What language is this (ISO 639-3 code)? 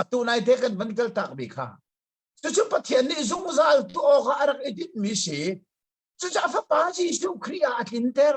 cnh